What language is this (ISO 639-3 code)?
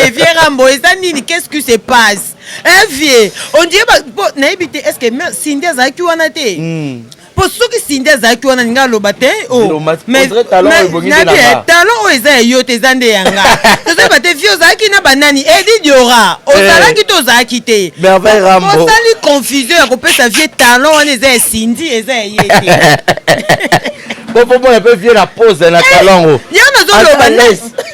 lin